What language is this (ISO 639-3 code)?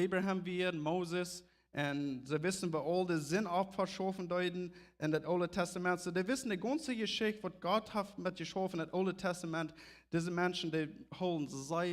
pdt